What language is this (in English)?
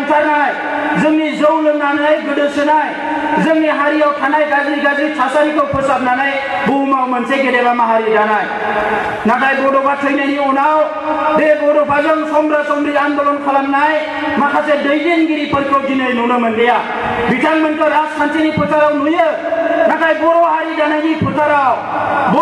Bodo